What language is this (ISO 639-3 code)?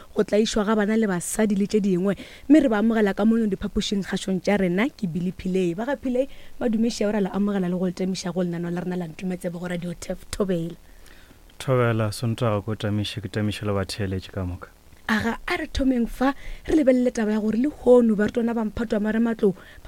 nso